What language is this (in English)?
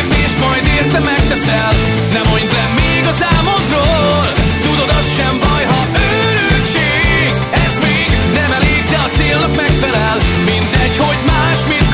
Hungarian